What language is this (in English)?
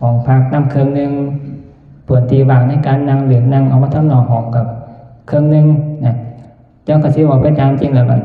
Northeastern Thai